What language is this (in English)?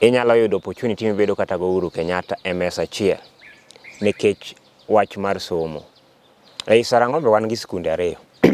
Luo (Kenya and Tanzania)